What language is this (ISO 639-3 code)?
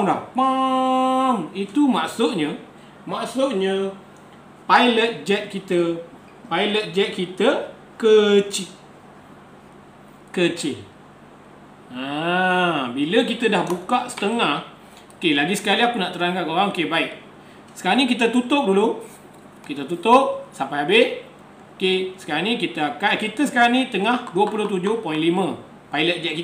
msa